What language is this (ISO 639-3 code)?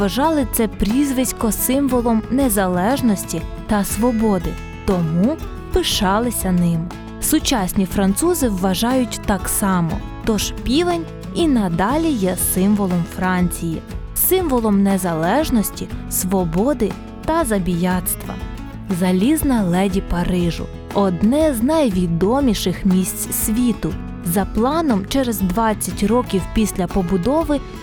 ukr